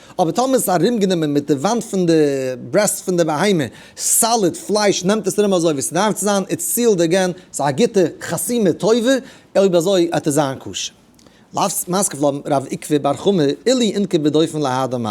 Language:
Yiddish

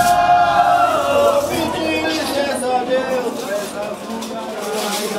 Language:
Portuguese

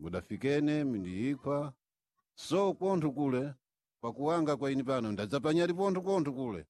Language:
Sena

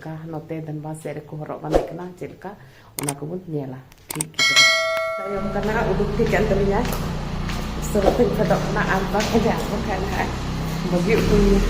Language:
Santali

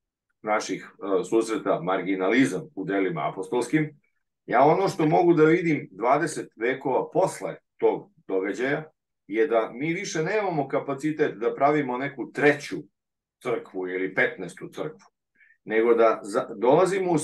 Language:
Serbian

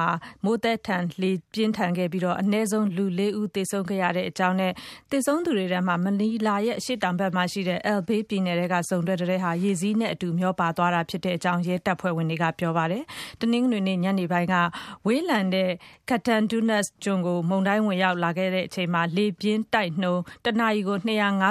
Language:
Burmese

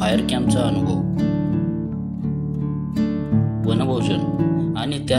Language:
Marathi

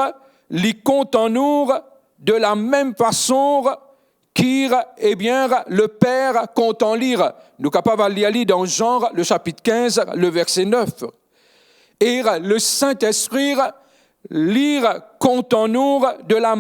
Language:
Morisyen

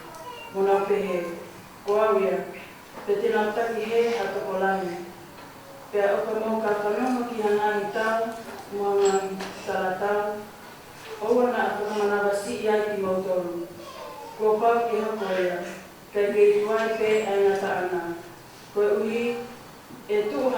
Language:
Tongan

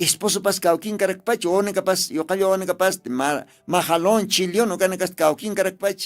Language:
Aymara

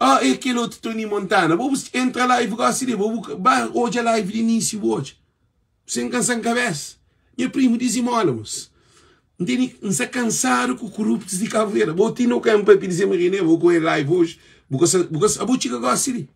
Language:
Kabuverdianu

